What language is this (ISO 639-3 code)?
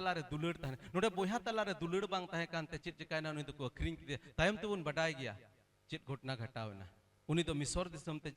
sat